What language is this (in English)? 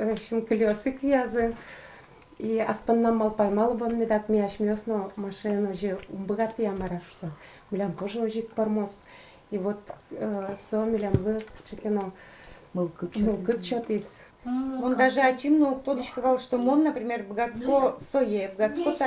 Udmurt